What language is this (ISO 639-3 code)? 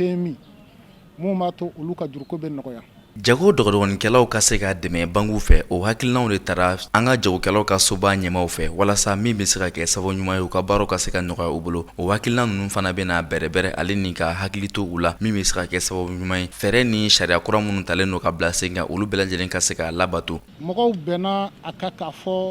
bam